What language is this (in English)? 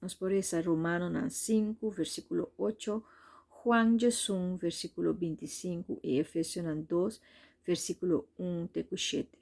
Papiamento